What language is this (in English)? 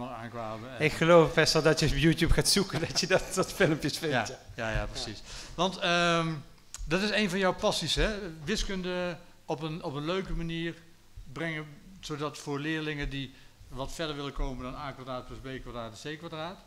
Dutch